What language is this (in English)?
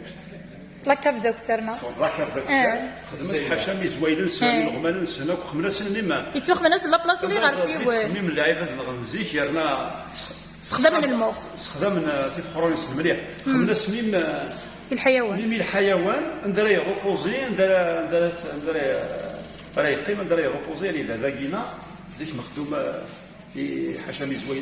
Kabyle